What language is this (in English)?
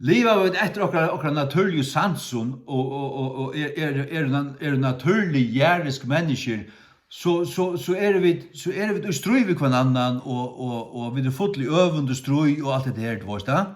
Faroese